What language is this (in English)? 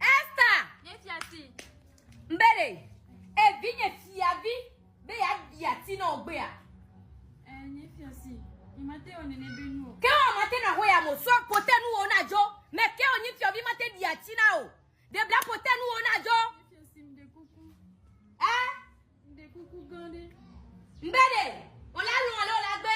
Ewe